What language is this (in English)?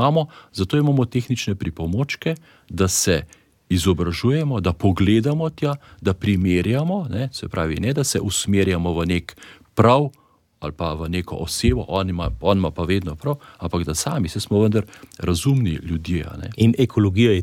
Slovenian